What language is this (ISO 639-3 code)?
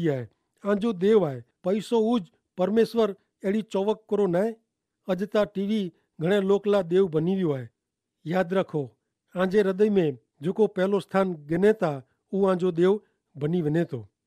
kfr